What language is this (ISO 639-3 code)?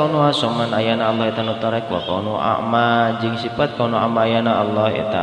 sun